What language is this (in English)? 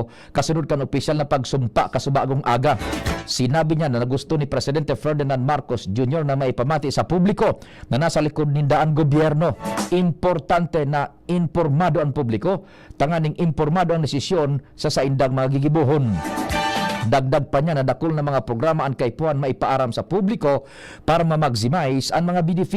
Bikol